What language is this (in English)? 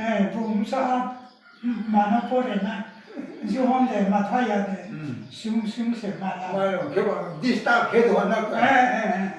Riang (India)